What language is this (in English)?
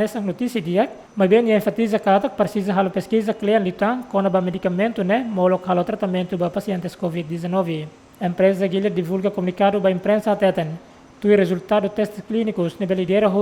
Tetum